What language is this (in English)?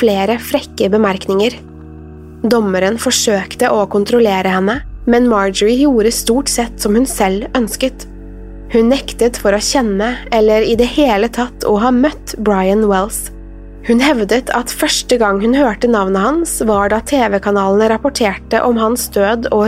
Norwegian